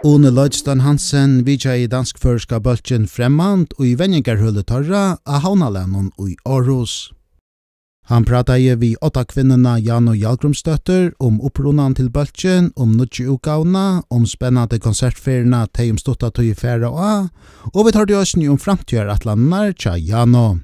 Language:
Faroese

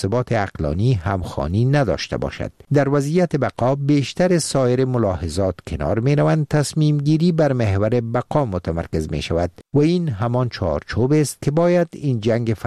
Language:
Persian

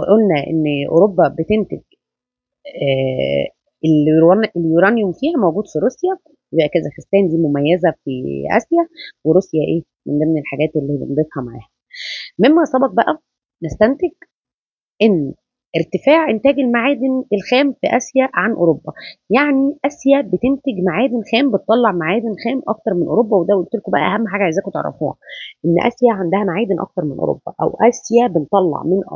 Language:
Egyptian Arabic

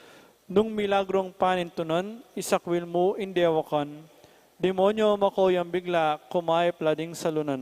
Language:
Pampanga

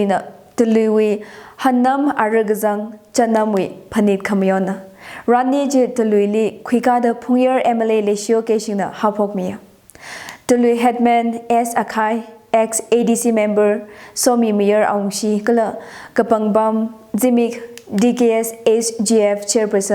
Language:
Tangkhul Naga (India)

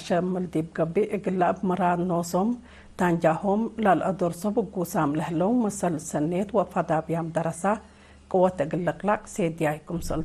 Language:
Tigre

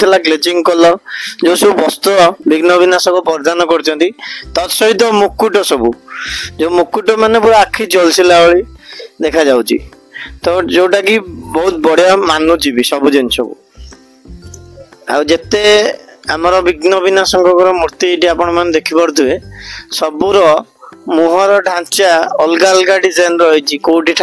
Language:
Odia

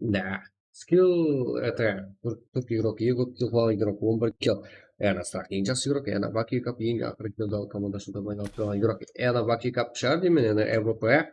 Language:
Kara-Kalpak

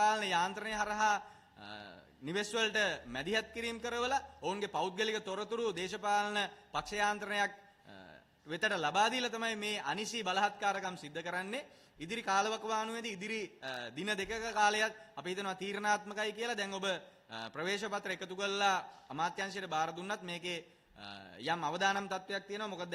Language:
Sinhala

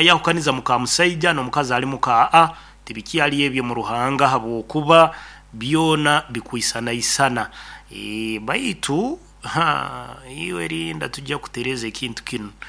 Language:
Nyoro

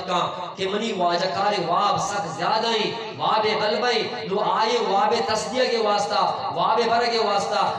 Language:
Eastern Balochi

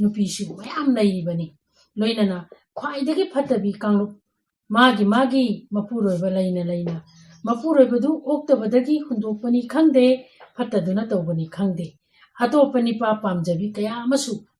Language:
Manipuri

